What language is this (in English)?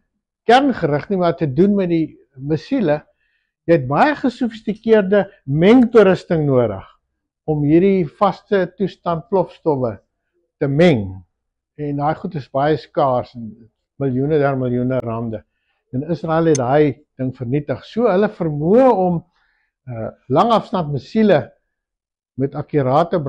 Afrikaans